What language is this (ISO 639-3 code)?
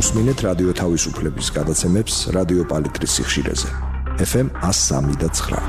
kat